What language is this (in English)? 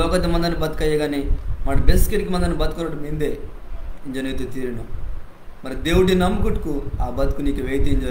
Koya